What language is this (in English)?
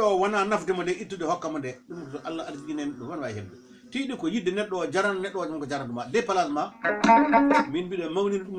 Fula